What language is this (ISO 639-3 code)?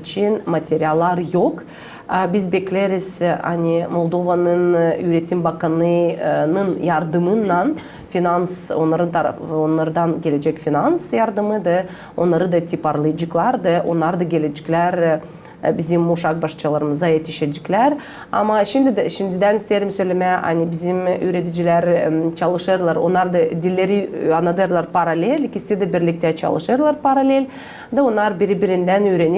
gag